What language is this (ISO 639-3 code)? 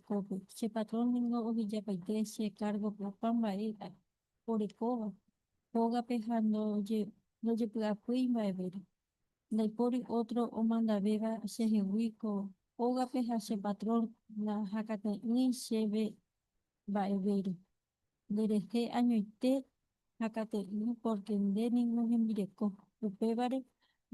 grn